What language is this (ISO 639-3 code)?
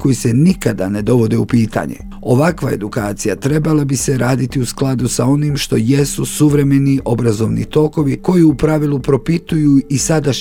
bos